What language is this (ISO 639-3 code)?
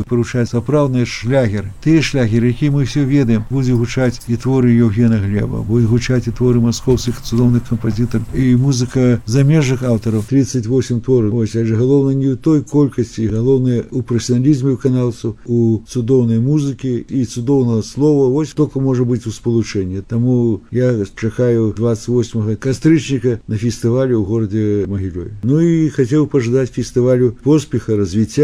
bel